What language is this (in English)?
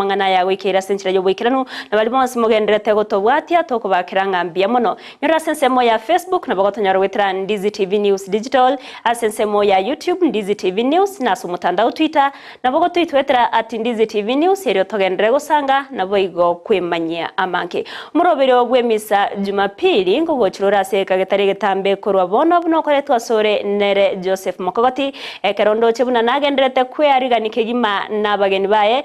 Gusii